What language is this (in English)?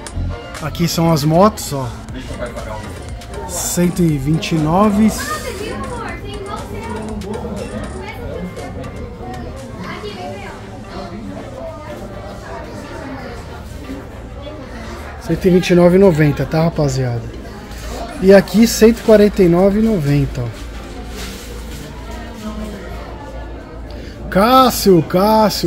Portuguese